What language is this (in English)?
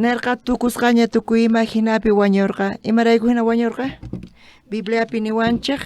South Bolivian Quechua